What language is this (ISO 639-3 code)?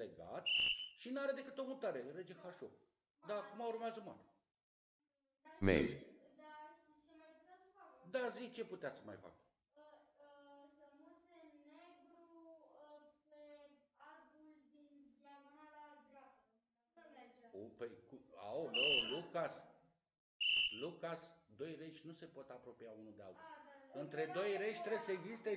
ron